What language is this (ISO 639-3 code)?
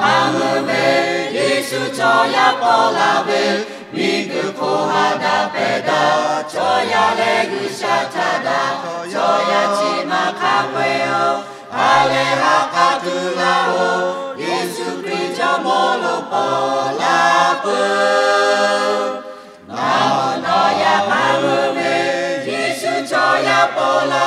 lhu